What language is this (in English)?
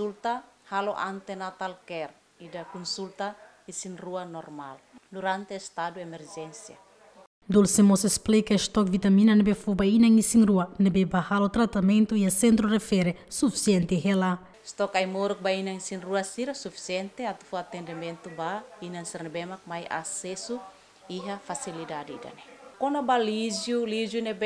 Tetum